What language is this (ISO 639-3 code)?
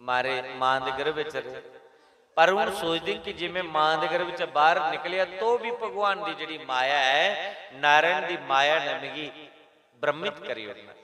doi